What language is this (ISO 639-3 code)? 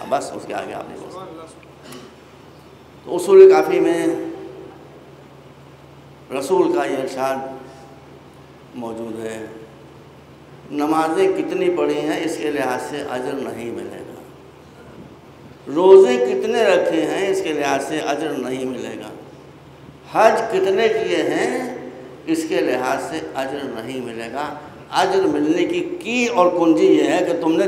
urd